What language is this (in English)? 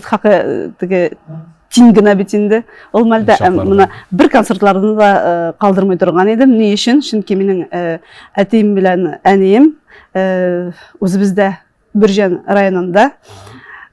Tatar